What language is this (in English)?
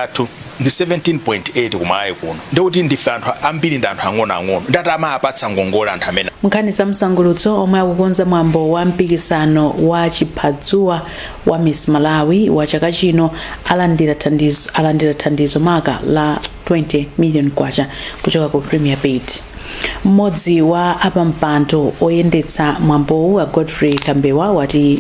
Nyanja